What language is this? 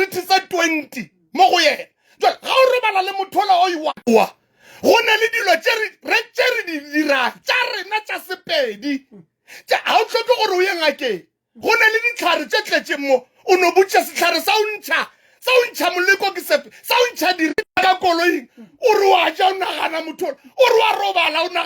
Tswana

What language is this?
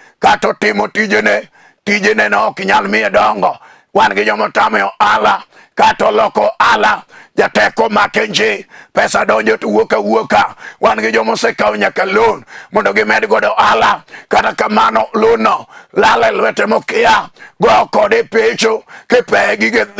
Luo (Kenya and Tanzania)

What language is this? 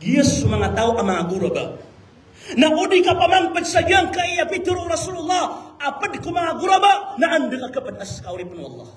Maranao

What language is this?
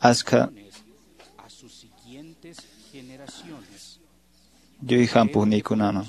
Quechua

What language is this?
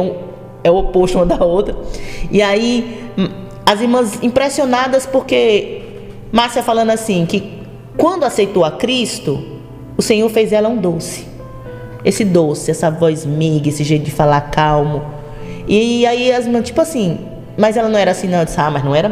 Portuguese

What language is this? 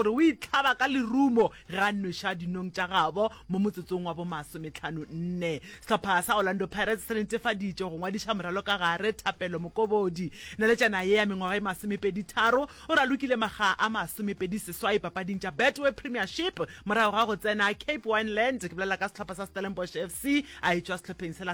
Northern Sotho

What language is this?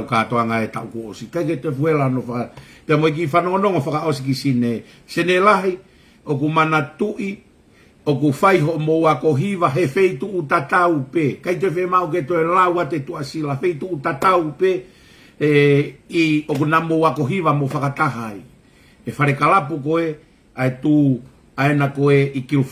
Tongan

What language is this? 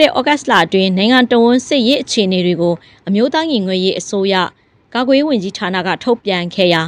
Burmese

